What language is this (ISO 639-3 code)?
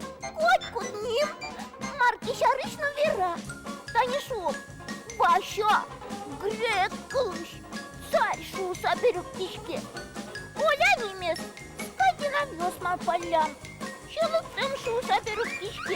udm